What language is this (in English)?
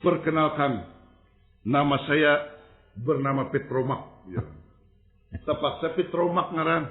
Banjar